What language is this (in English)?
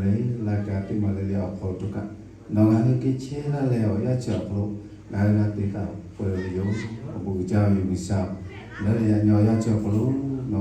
Lahu